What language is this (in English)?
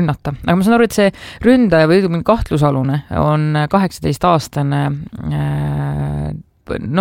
Estonian